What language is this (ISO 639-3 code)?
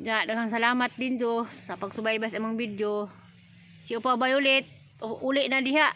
ceb